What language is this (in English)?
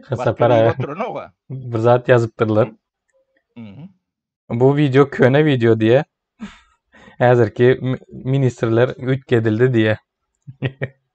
Turkmen